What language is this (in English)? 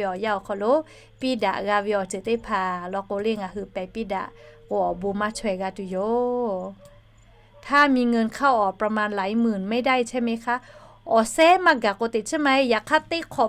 Lahu